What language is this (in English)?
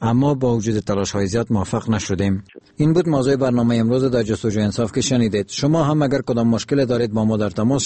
Persian